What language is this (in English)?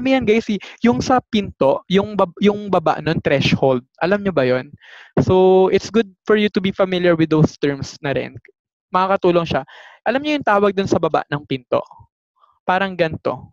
Filipino